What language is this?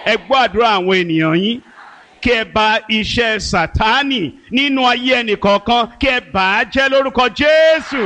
Yoruba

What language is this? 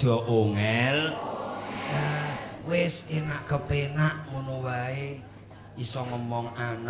Javanese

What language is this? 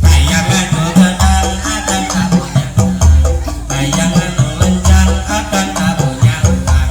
Sundanese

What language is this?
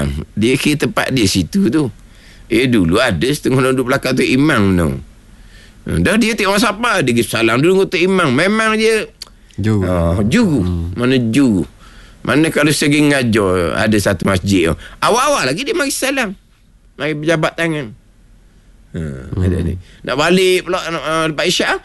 Malay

